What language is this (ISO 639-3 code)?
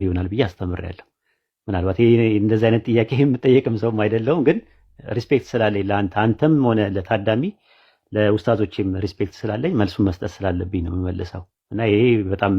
amh